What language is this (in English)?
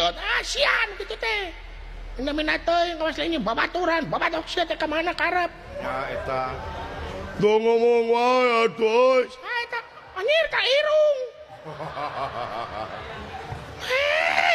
Sundanese